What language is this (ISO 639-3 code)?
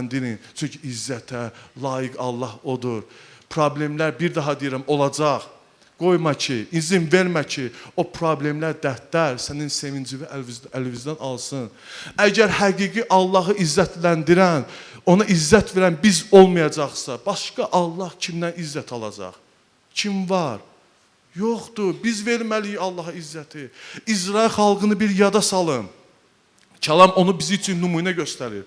aze